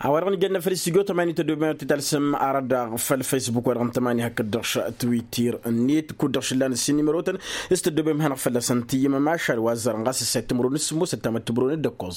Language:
Tamasheq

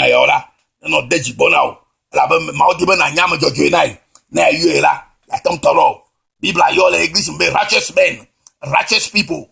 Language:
Ewe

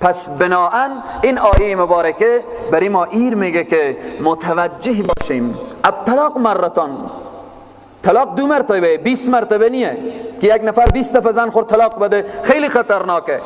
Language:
Persian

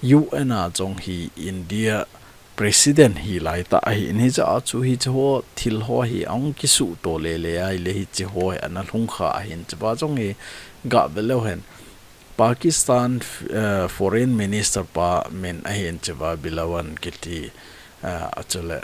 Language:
Thado Chin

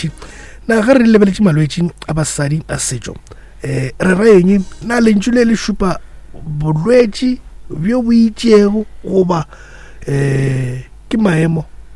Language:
Northern Sotho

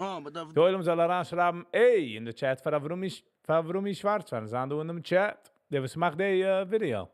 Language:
Yiddish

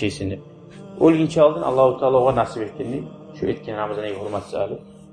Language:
Kumyk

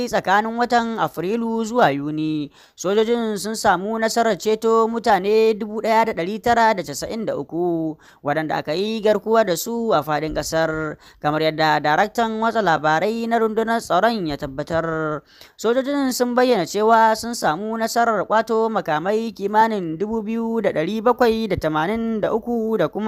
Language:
Hausa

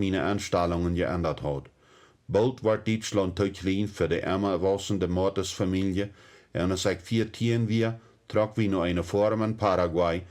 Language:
Plautdietsch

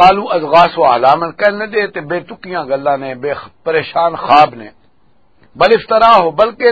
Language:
Western Panjabi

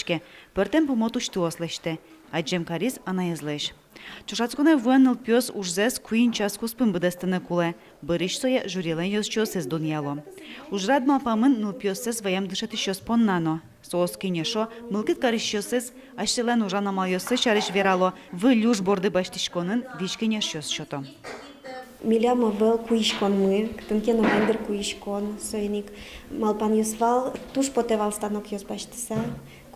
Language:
Udmurt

